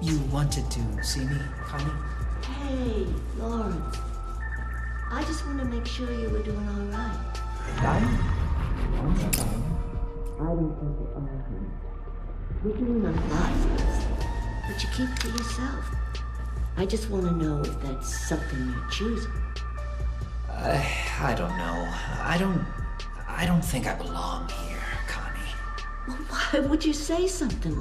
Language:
English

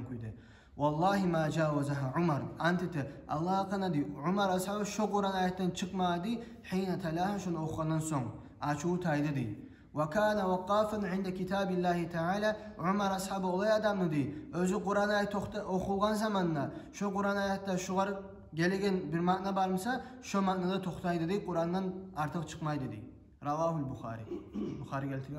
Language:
Kumyk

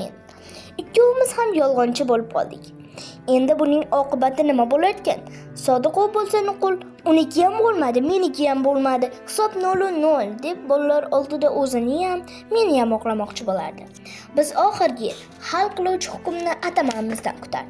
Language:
Uzbek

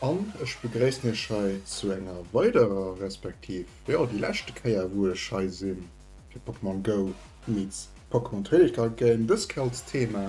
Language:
Luxembourgish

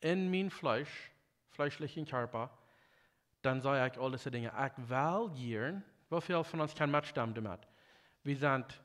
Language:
Plautdietsch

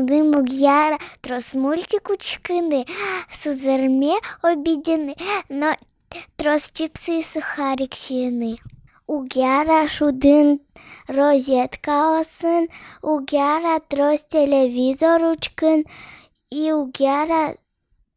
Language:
Udmurt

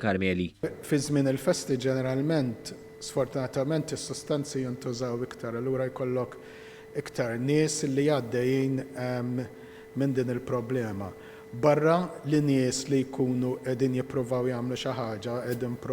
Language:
Maltese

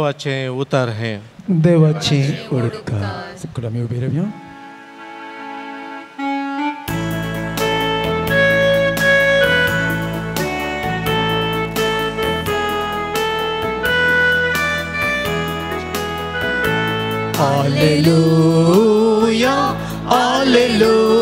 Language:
Konkani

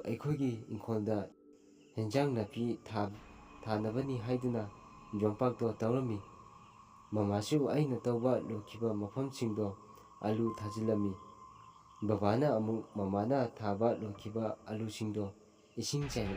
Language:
Manipuri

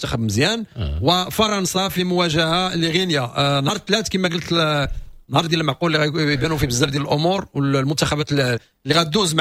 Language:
Moroccan Arabic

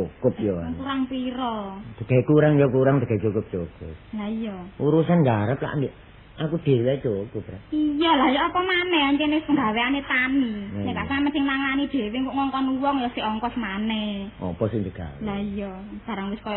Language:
Javanese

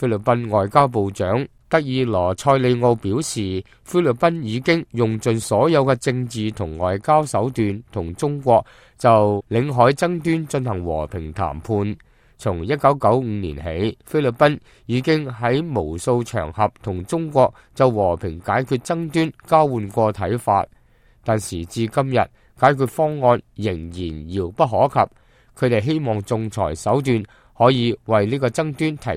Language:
Cantonese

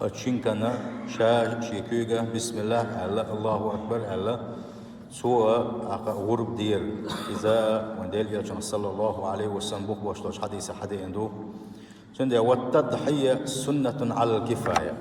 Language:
Chechen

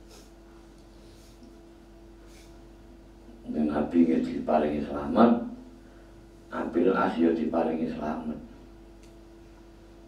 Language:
Javanese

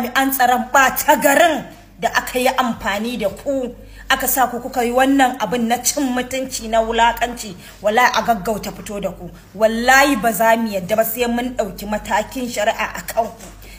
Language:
Hausa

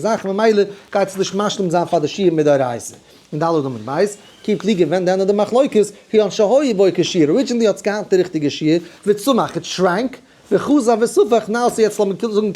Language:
Yiddish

